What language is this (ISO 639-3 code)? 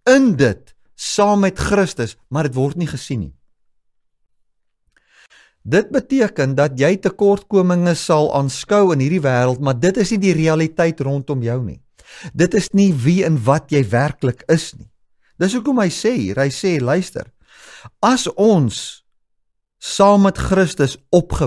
afr